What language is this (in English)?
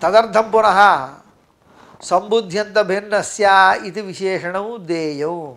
Sanskrit